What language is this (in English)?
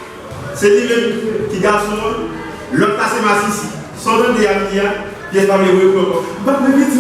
Haitian Creole